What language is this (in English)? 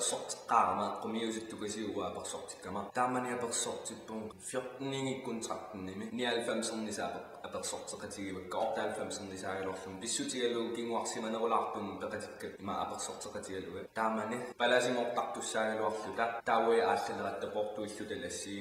Kalaallisut